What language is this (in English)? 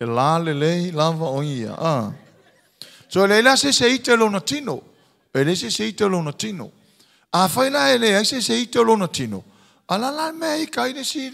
Samoan